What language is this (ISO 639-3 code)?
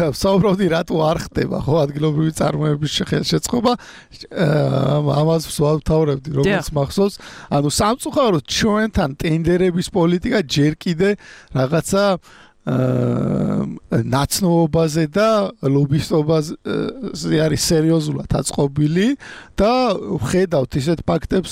kat